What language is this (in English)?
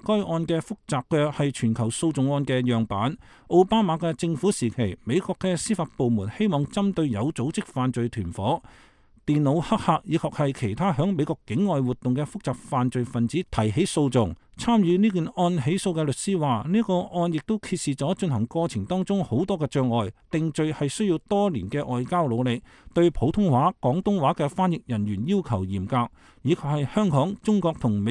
Cantonese